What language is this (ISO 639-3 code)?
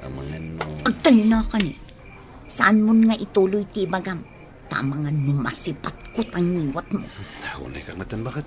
ilo